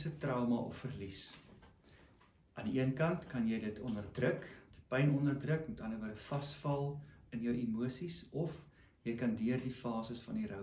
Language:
Afrikaans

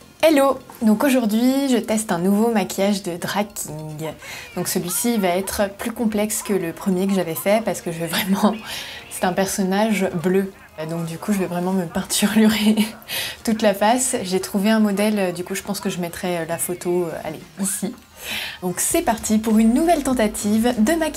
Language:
French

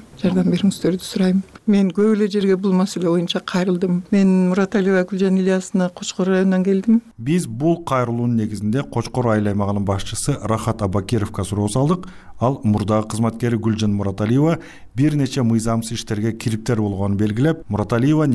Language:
Kyrgyz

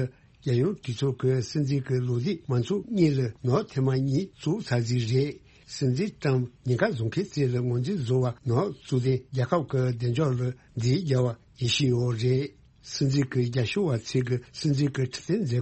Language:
Tibetan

